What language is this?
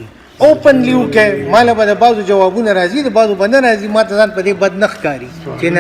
Pashto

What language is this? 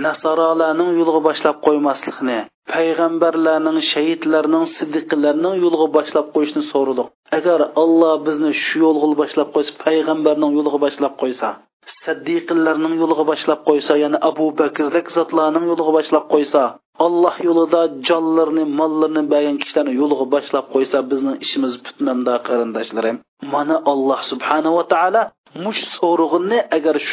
Uyghur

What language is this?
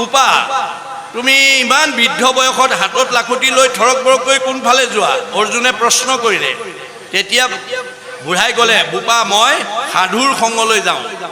Assamese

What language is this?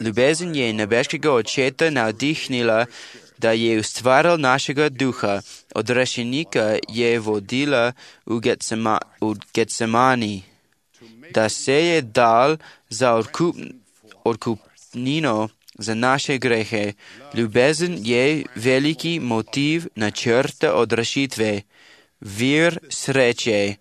Slovenian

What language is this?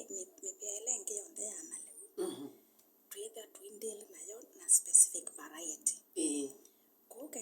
Kamba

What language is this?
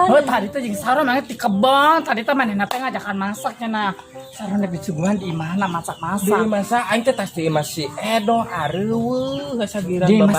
Sundanese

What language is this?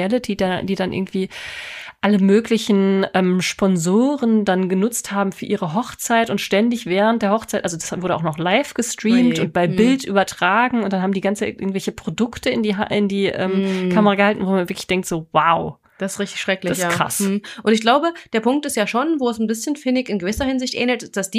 German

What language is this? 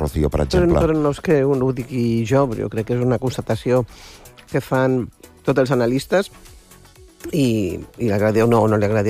Catalan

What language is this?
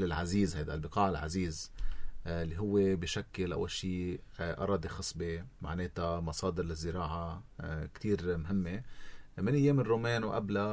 North Levantine Arabic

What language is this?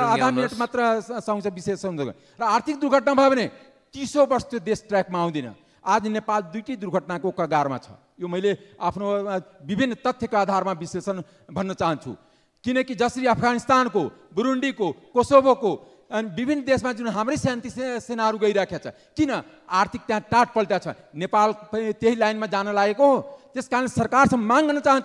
Nepali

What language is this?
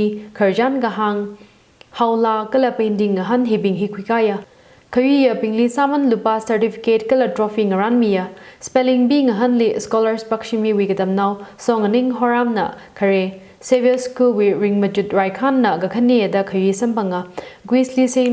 Tangkhul Naga (India)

